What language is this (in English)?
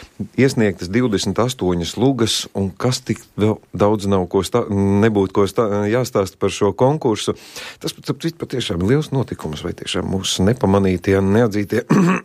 Latvian